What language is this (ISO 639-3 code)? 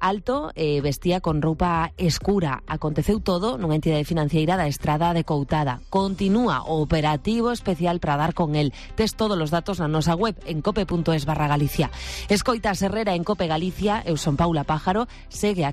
glg